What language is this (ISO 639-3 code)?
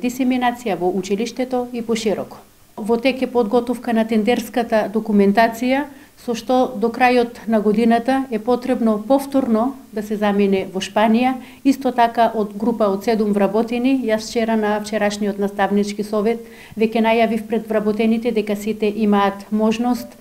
mkd